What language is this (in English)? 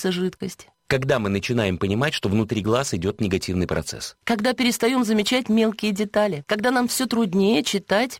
Russian